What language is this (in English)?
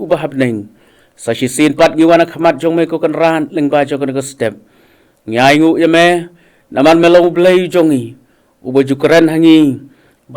Khasi